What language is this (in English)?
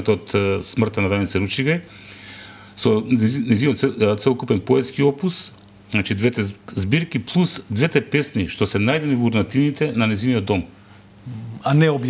Macedonian